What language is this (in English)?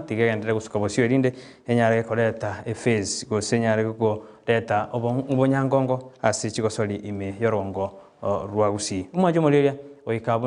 Gusii